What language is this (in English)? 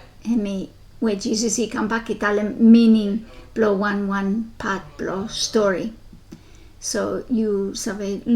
Bislama